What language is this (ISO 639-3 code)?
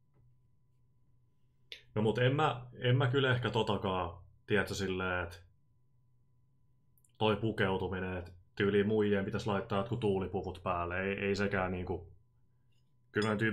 fin